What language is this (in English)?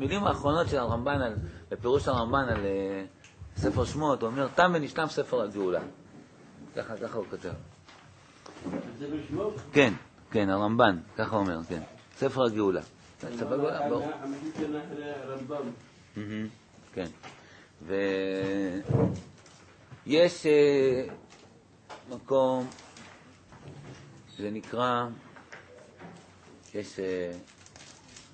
Hebrew